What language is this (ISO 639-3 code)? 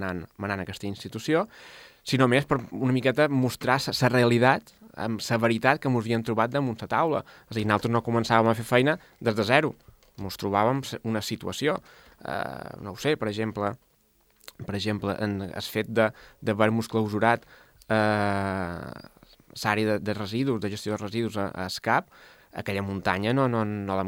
cat